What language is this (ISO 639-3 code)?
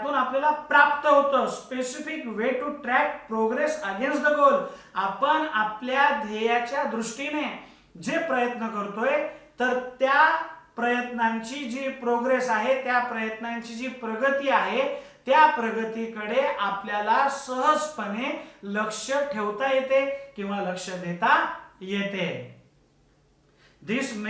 mar